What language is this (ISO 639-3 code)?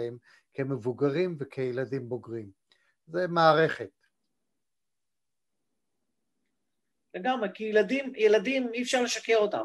heb